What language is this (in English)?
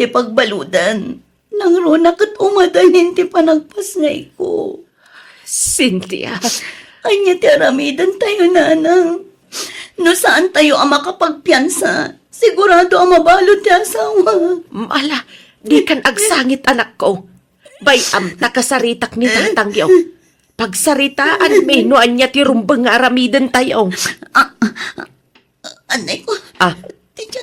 Iloko